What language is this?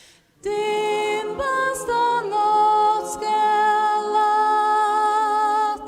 Faroese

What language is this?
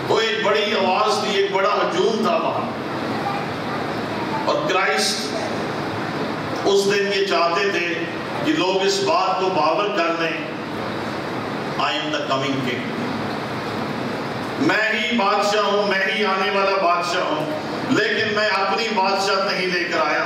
Urdu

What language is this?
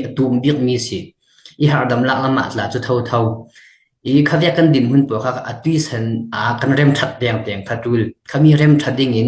Falam Chin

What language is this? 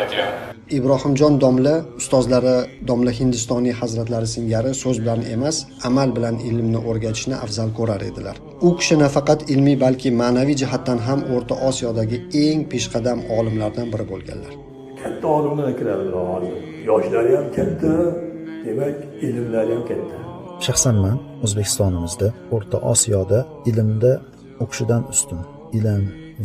Uzbek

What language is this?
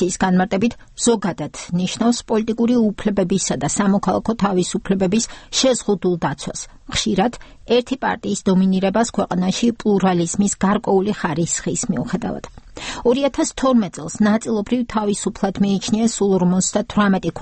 Georgian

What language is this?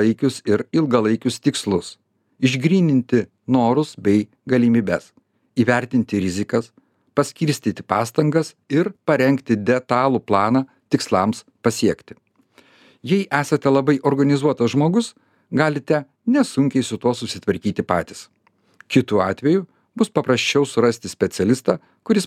Lithuanian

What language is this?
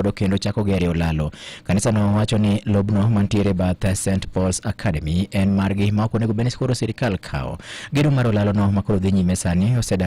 Luo (Kenya and Tanzania)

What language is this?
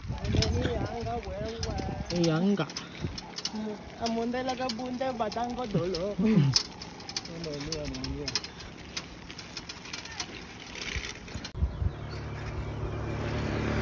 Swahili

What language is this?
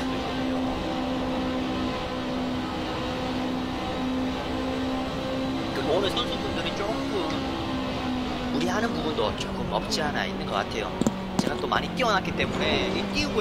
Korean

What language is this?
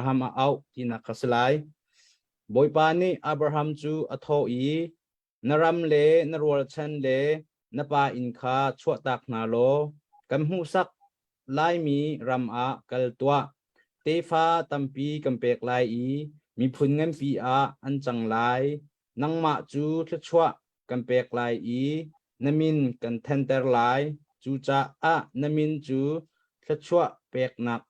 Hakha Chin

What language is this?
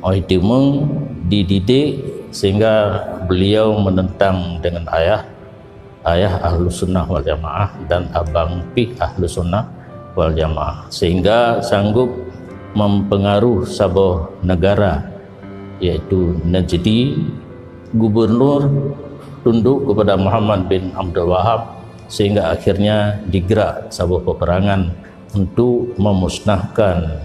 Achinese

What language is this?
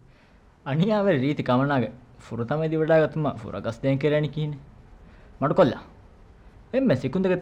Divehi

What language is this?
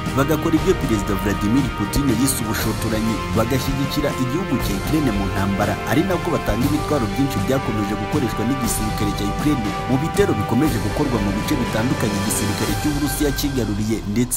Kinyarwanda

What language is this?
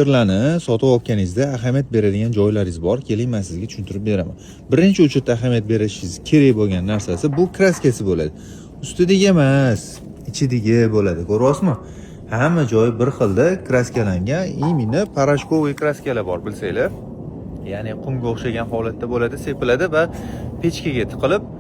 Uzbek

